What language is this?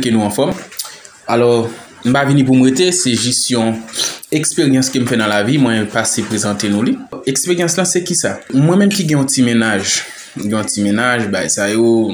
Haitian Creole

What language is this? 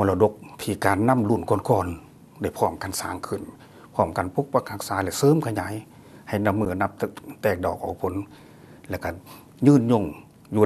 Lao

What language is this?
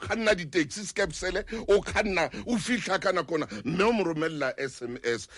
Southern Sotho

